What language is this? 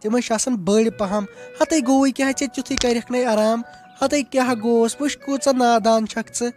Kashmiri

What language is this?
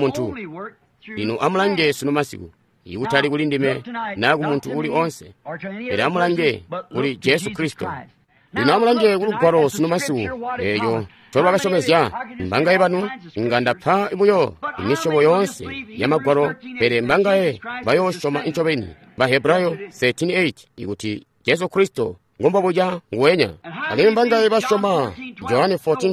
Tonga (Zambia)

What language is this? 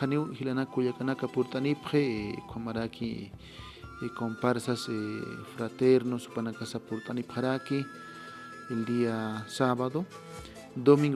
Aymara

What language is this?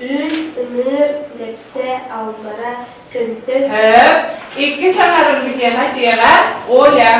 Yakut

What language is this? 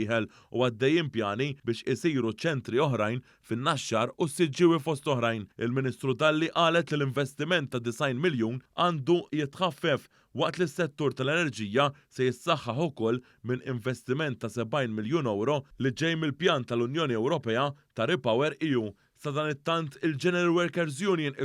Maltese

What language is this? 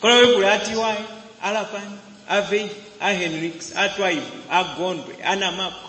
Nyanja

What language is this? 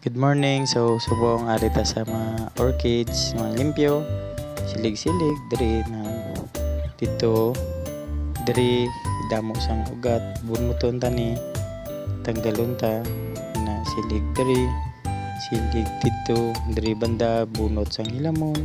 Hiligaynon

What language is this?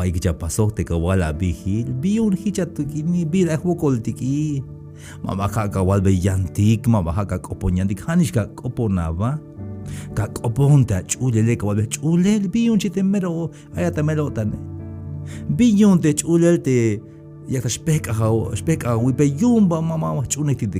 Tzeltal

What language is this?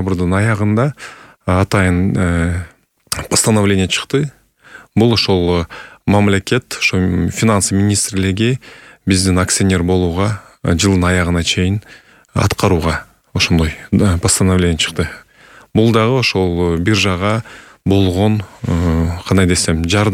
Kyrgyz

